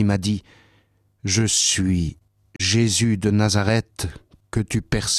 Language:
French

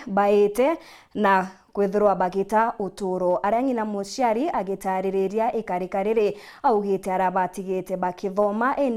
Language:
Meru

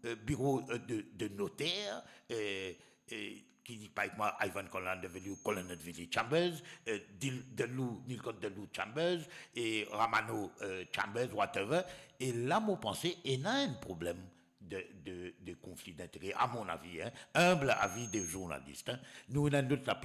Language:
Morisyen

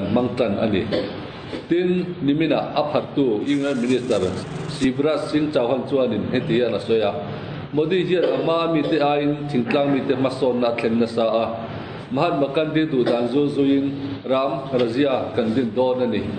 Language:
Mizo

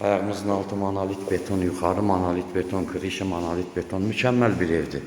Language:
Azerbaijani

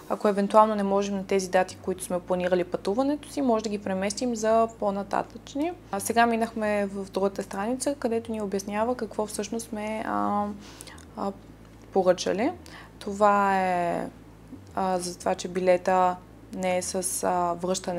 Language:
Bulgarian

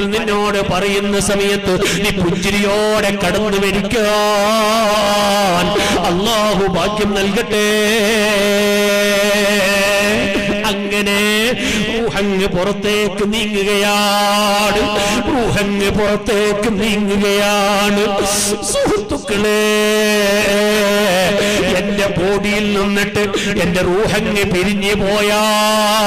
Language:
Malayalam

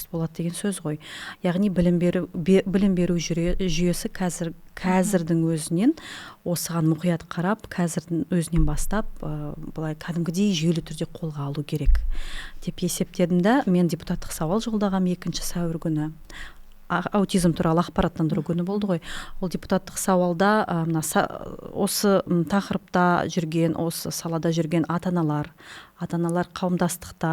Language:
Kazakh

